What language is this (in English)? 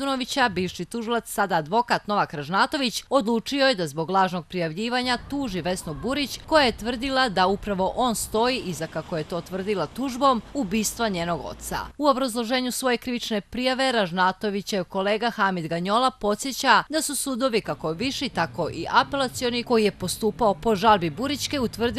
Croatian